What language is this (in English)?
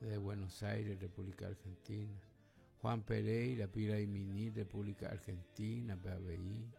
Guarani